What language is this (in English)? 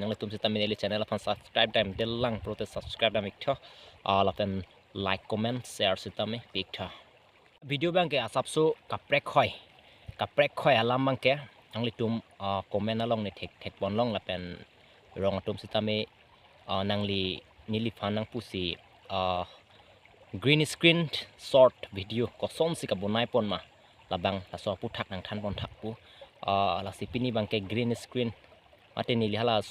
Karbi